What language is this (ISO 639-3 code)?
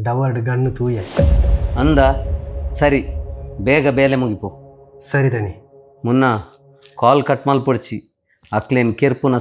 tcy